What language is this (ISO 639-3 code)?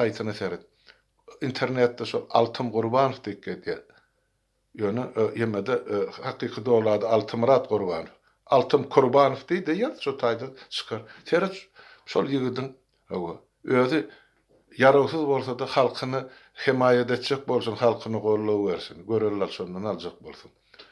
tuk